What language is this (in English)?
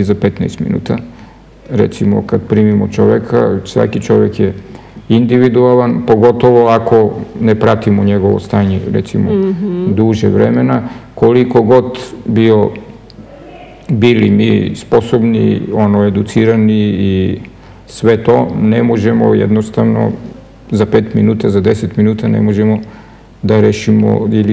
Serbian